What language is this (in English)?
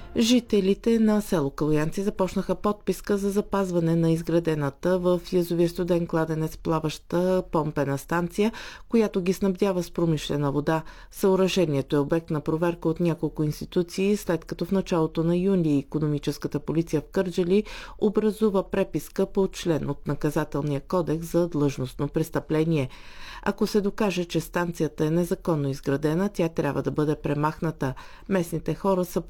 Bulgarian